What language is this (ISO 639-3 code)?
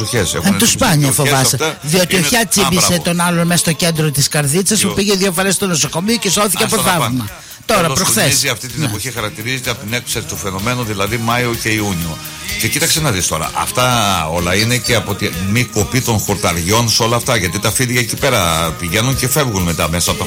ell